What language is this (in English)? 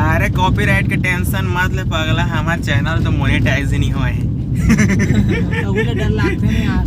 Chhattisgarhi